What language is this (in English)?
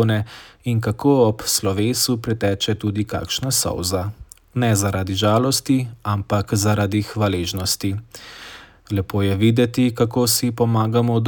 Slovenian